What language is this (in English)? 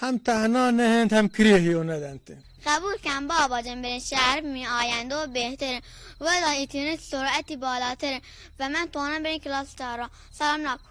Baluchi